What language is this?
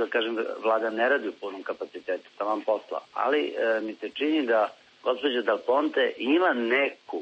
Serbian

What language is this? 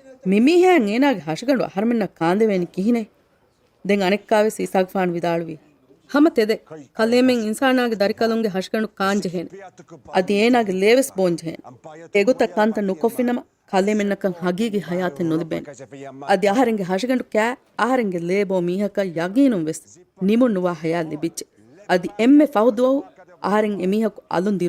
Divehi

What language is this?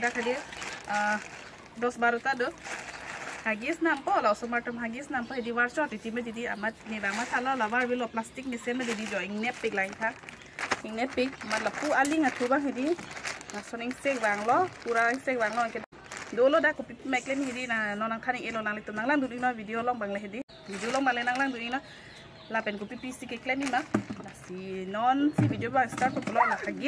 Karbi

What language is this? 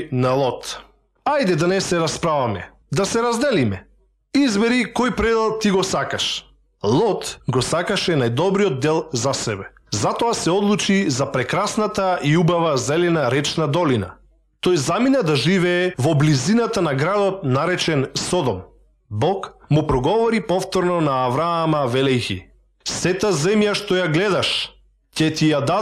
Macedonian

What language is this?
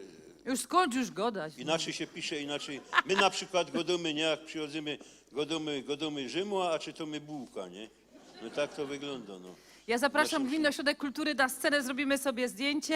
Silesian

